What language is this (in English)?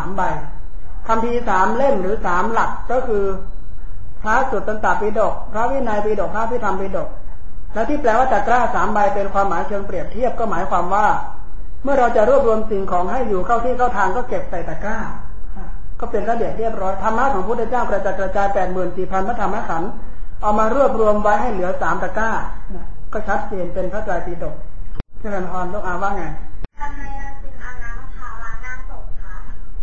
Thai